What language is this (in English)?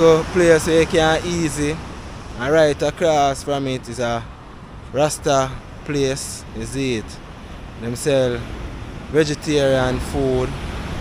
Jamaican Creole English